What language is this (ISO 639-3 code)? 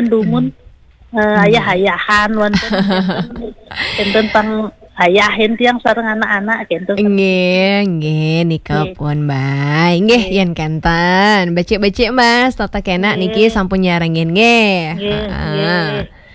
ban